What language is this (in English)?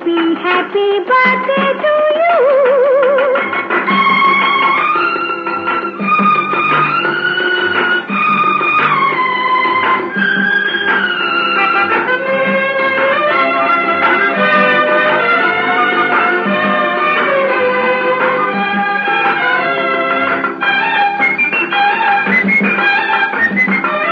Kannada